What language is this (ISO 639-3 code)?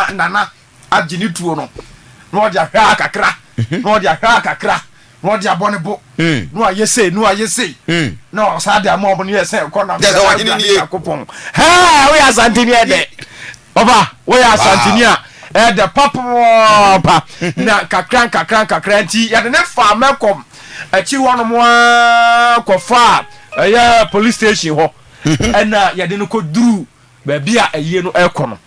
aka